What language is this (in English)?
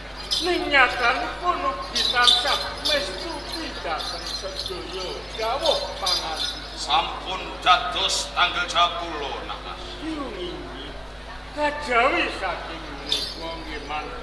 Javanese